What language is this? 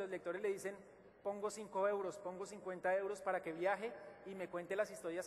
Spanish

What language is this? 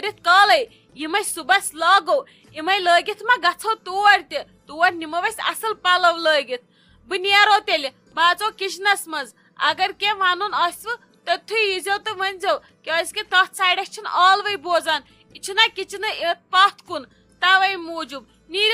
Kashmiri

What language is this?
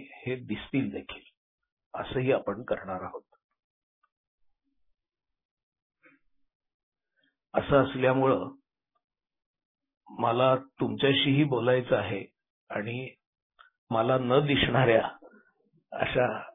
Marathi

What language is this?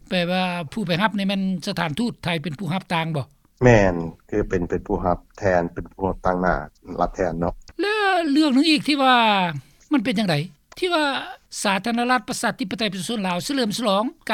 Lao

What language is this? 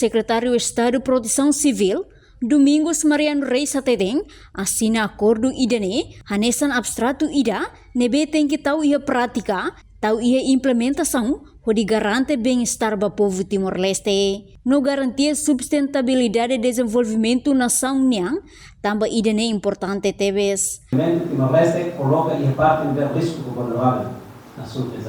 Tetum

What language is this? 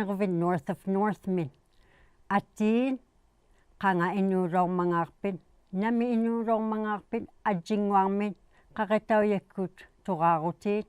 Inuktitut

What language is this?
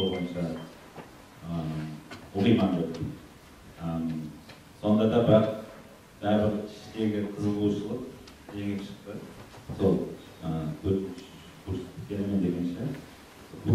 Kara-Kalpak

